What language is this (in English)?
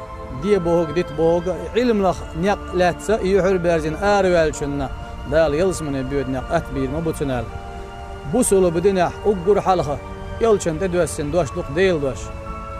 Chechen